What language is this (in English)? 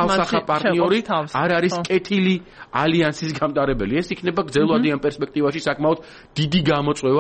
Georgian